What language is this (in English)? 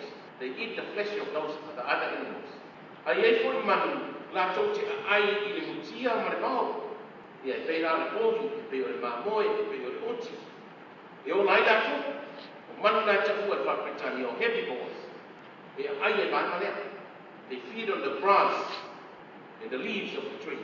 Samoan